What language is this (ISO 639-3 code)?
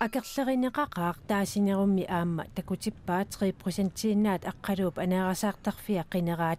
kal